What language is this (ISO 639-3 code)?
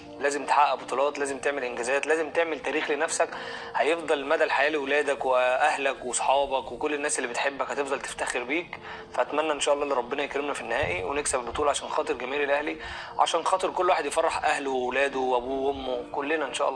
arz